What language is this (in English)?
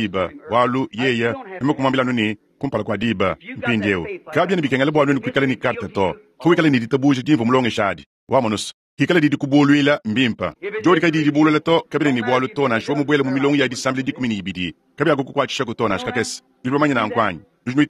Luba-Lulua